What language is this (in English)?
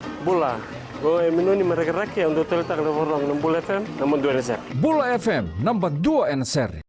Fijian